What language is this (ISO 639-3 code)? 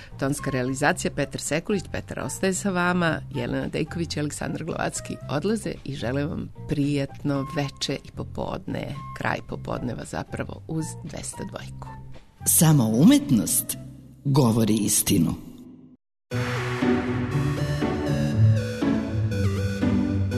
srp